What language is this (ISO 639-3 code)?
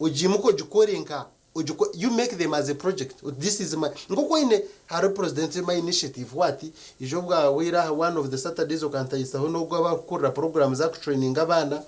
nyn